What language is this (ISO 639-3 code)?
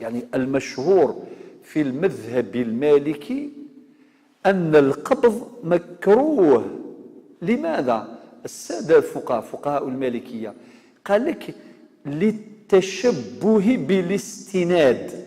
kab